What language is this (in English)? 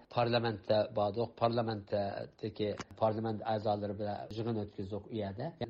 Uyghur